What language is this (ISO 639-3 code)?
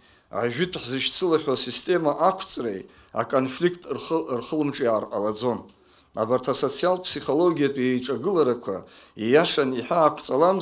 abk